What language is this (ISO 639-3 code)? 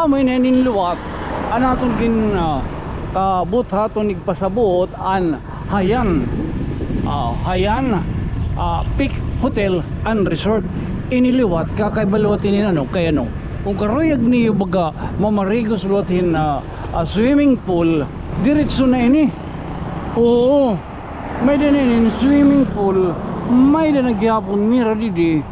war